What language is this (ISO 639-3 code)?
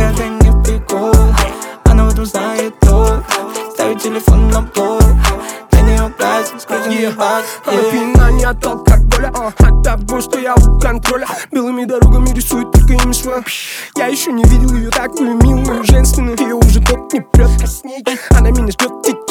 rus